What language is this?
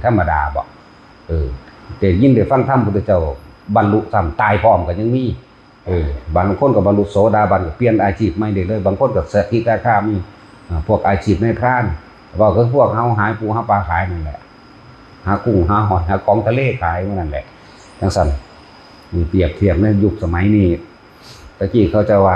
Northeastern Thai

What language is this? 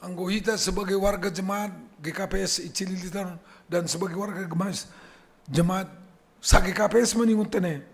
Batak Simalungun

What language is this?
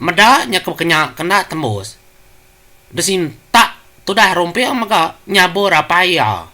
Iban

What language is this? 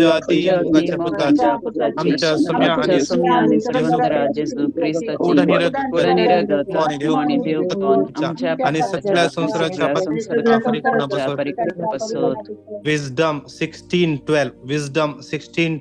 Konkani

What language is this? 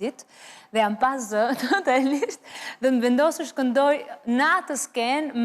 Albanian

